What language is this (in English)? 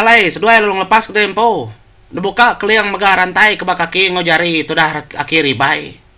Iban